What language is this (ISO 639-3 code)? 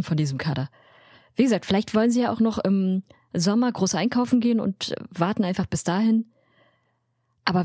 deu